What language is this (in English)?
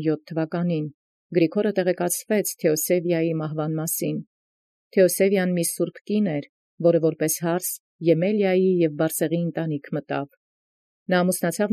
Armenian